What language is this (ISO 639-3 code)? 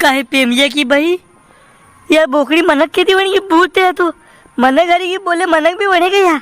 raj